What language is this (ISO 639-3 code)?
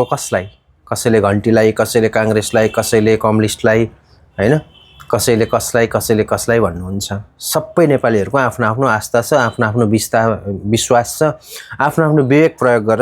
nep